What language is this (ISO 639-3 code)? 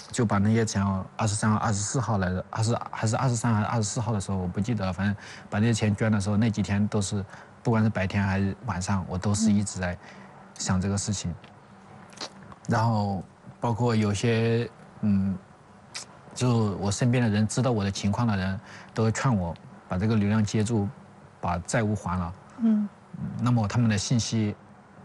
zho